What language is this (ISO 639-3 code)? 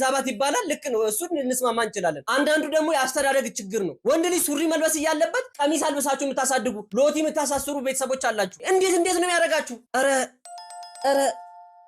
amh